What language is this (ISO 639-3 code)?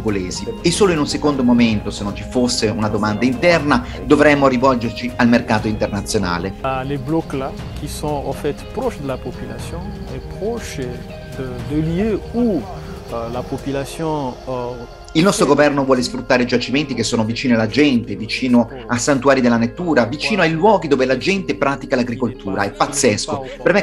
ita